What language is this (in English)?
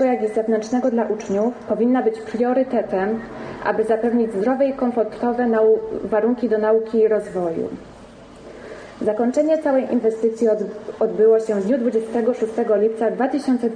Polish